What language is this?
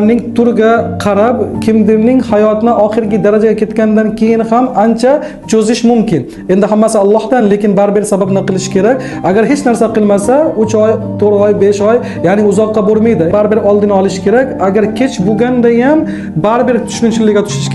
Uzbek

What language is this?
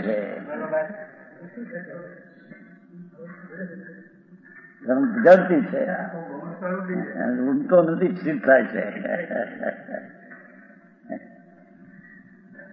Gujarati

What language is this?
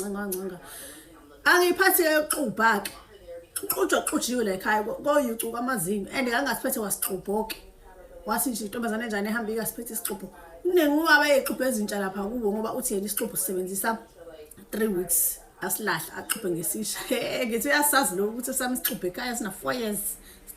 Zulu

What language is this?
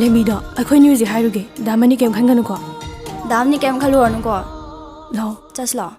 Manipuri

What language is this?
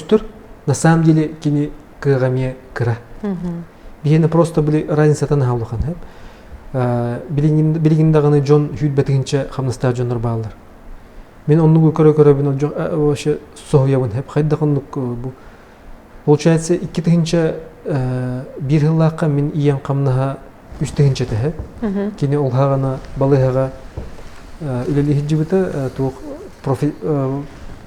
Yakut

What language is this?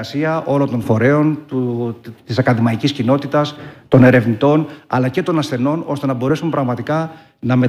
Greek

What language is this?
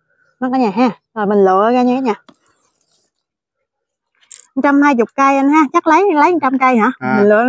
Vietnamese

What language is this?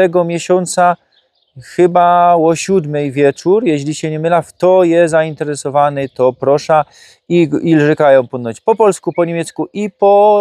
Silesian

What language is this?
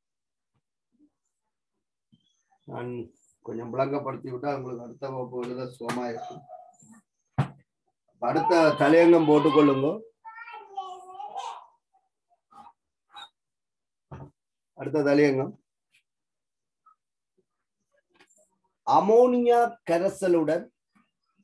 Tamil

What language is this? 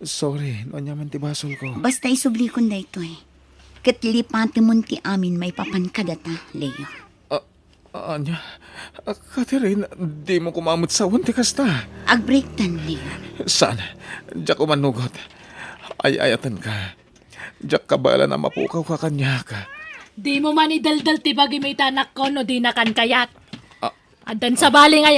Iloko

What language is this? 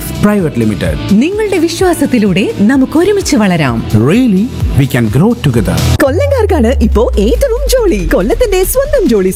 Malayalam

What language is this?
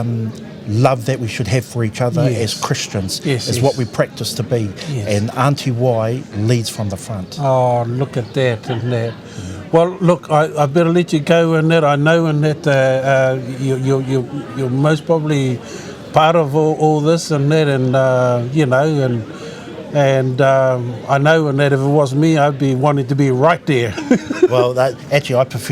Māori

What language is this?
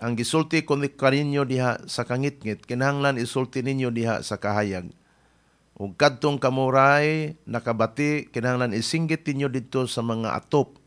Cebuano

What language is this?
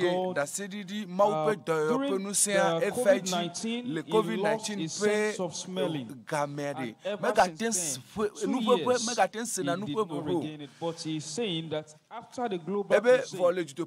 Ewe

